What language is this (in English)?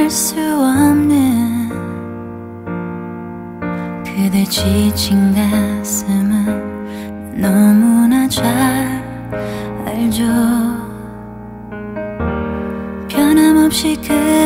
Korean